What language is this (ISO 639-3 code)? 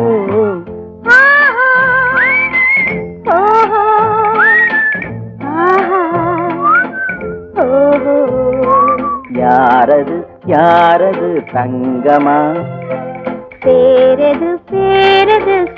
tam